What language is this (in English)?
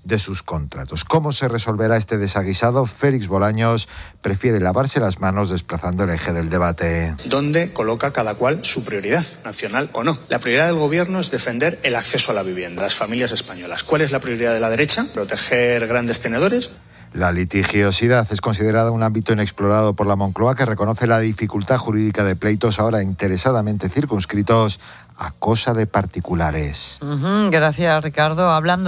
Spanish